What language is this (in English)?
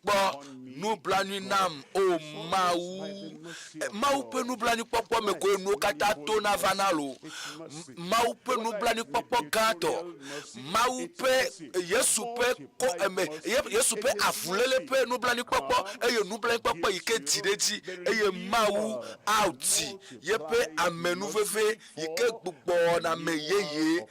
Ewe